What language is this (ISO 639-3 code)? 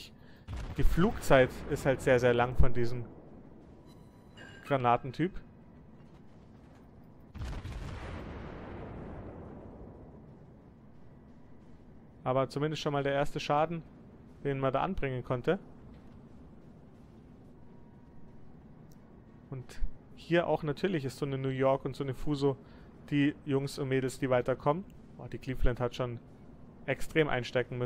deu